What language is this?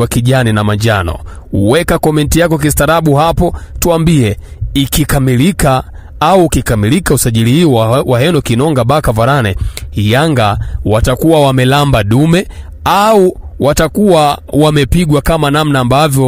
Swahili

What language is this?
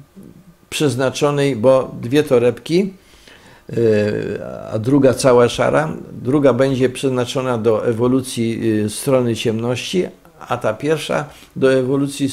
Polish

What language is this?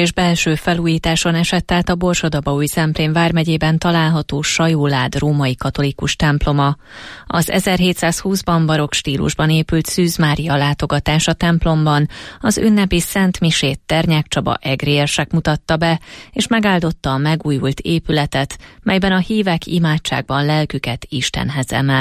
Hungarian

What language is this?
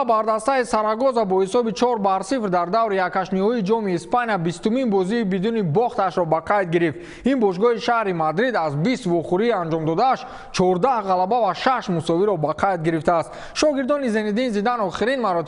Tajik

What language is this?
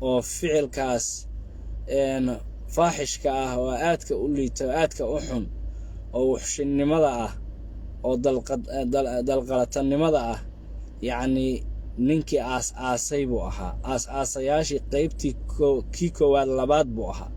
Somali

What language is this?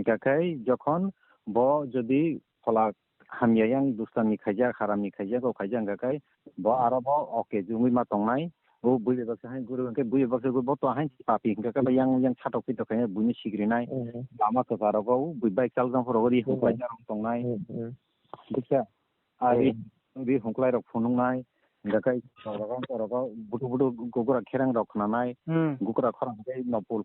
Kok Borok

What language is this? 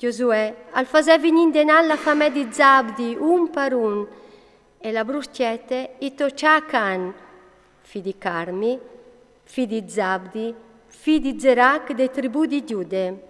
Friulian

